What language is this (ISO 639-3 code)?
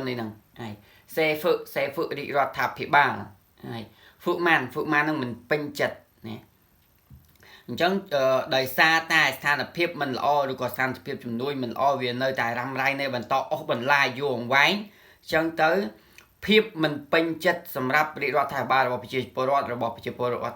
khm